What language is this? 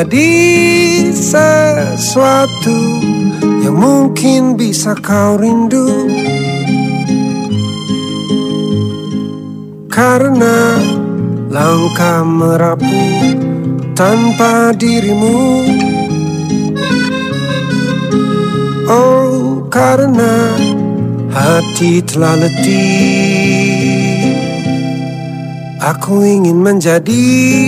Indonesian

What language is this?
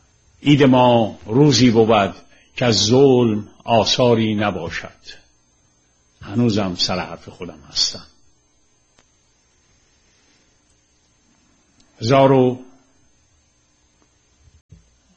Persian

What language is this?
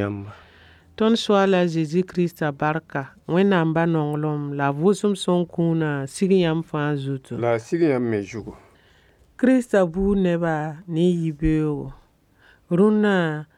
Mossi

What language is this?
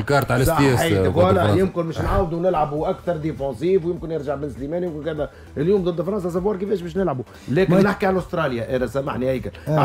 Tunisian Arabic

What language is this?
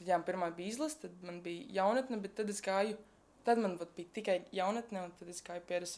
Latvian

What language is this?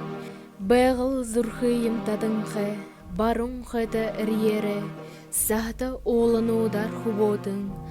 Buriat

